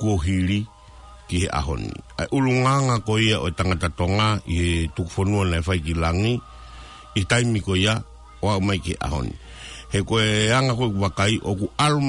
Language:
Tongan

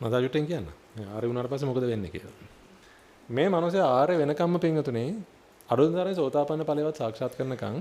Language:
Sinhala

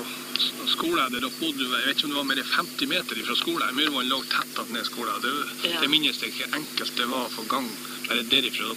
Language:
Norwegian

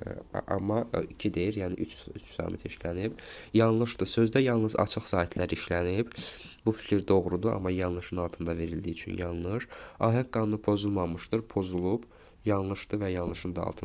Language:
Azerbaijani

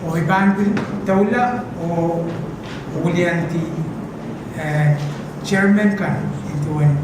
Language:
Pohnpeian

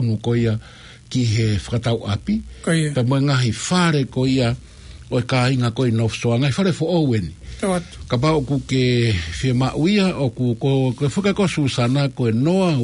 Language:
Tongan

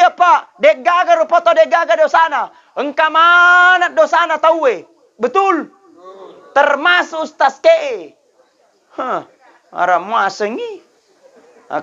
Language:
Buginese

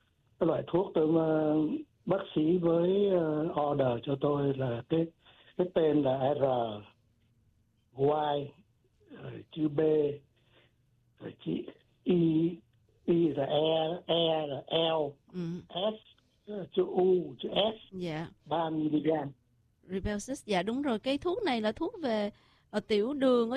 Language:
Vietnamese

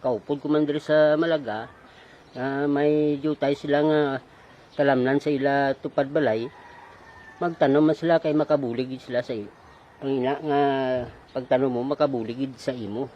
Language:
Hiligaynon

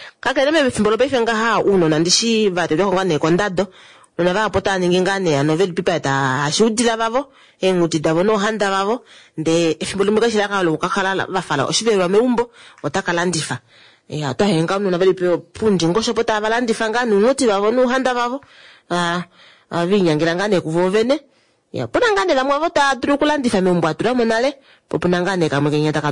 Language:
Kuanyama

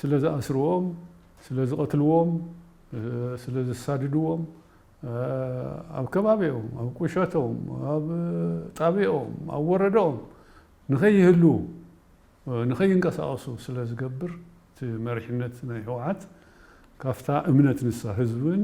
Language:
Tigrinya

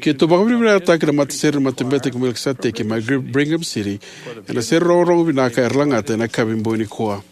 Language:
Fijian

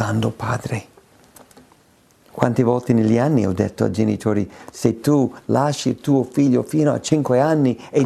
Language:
Italian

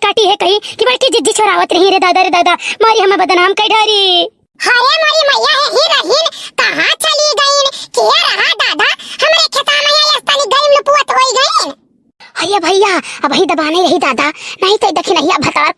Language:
Awadhi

